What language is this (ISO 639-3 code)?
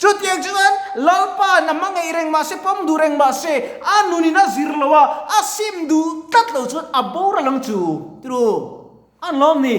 lus